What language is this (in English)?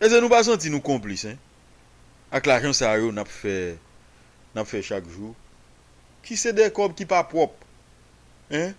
Haitian Creole